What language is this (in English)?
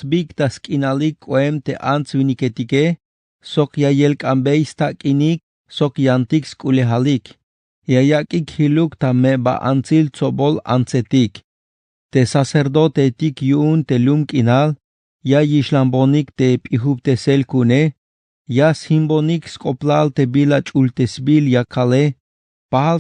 Tzeltal